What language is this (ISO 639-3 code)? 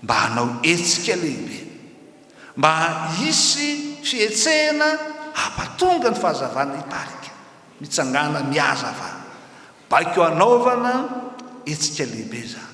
mlg